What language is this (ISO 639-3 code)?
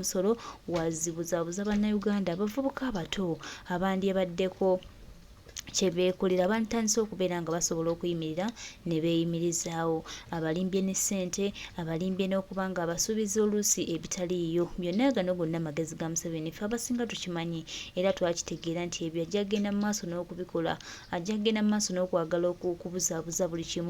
lug